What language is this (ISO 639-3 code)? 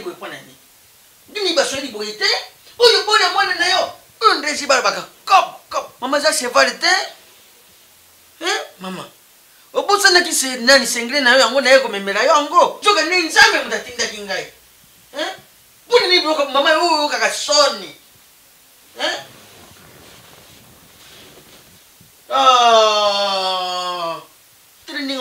lin